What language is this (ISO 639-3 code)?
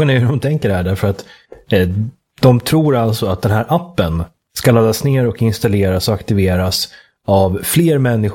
swe